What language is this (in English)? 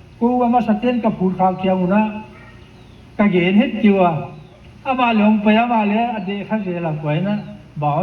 Paite Chin